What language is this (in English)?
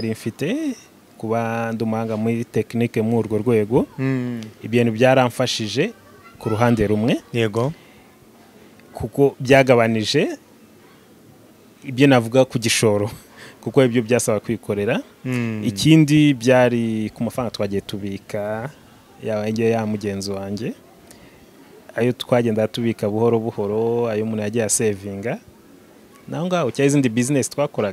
Kinyarwanda